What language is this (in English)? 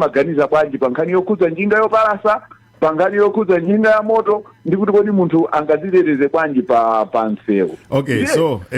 Nyanja